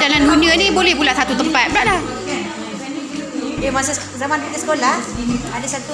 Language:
Malay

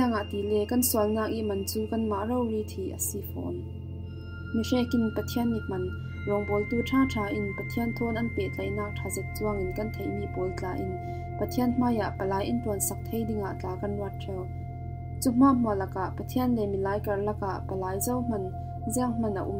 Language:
Falam Chin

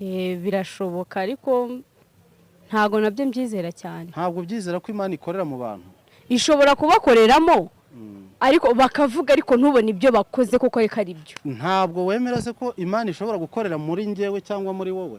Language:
Kinyarwanda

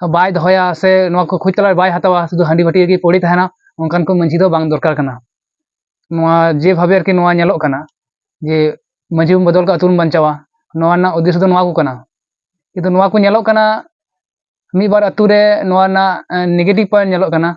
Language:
Santali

